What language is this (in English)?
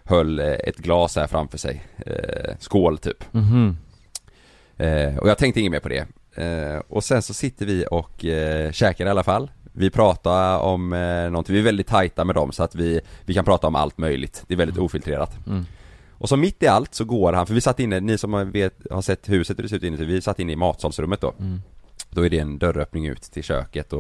Swedish